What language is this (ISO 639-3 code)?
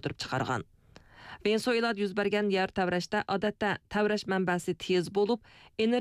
uig